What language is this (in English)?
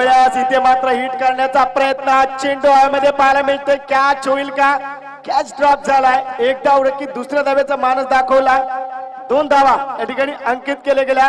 Marathi